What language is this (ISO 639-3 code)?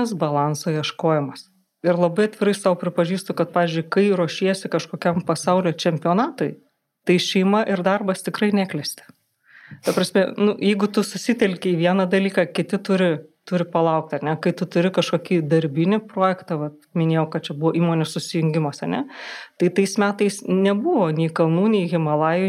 lit